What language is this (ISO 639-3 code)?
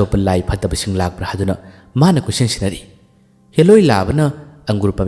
mni